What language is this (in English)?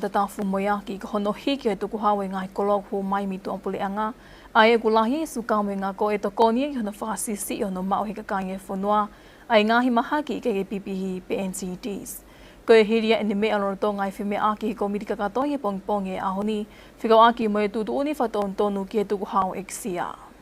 Tongan